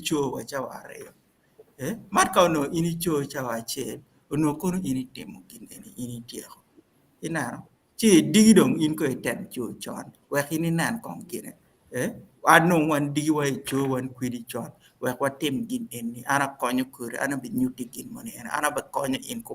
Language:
Acoli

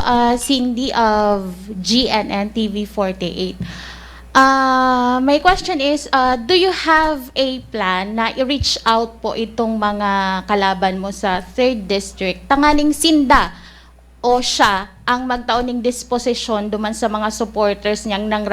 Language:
Bikol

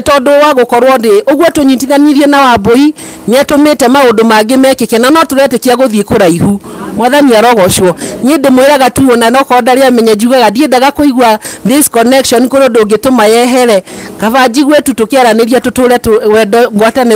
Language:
Kikuyu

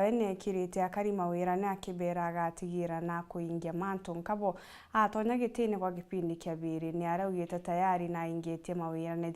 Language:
Meru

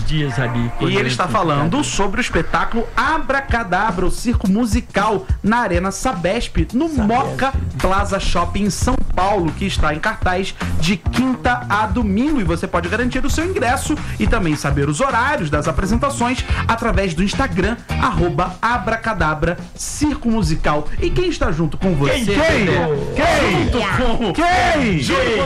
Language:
Portuguese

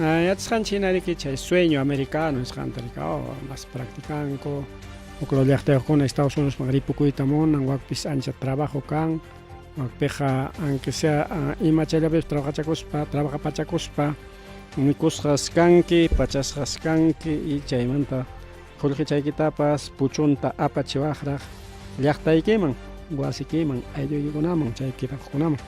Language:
Ayacucho Quechua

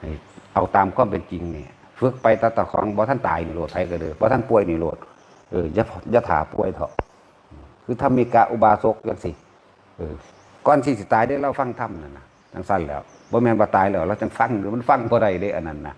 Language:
Lao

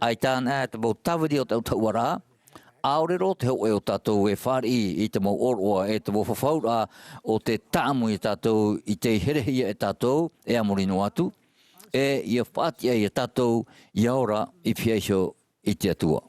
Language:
Tahitian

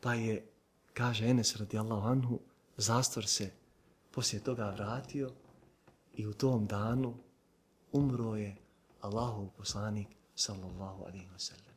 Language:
Bosnian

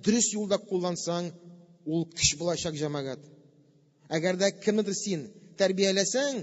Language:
Tatar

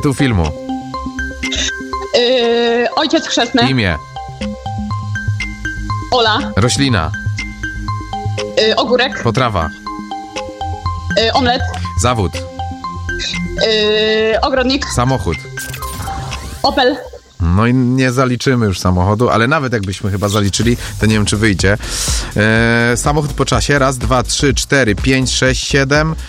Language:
Polish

